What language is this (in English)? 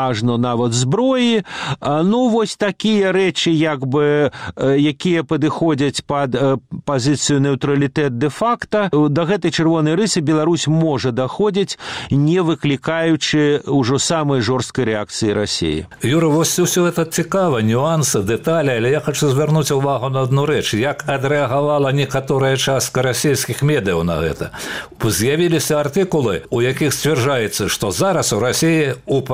Belarusian